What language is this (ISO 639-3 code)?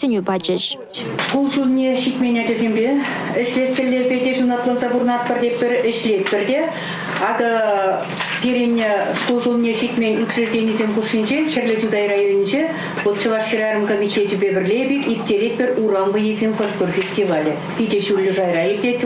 chv